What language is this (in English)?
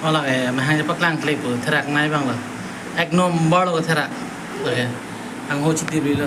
Karbi